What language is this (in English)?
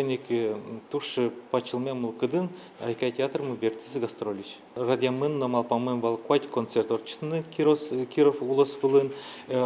Udmurt